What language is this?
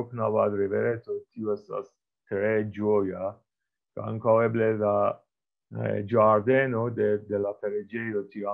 Esperanto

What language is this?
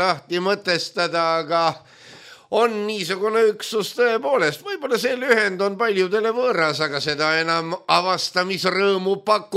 Estonian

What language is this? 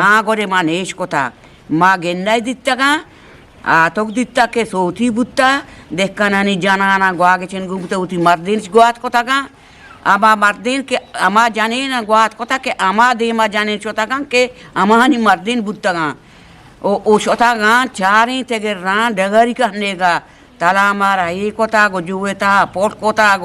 Eastern Balochi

